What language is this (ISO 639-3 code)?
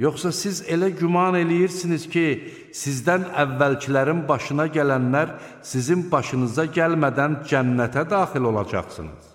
aze